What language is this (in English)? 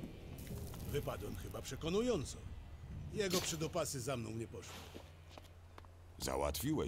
Polish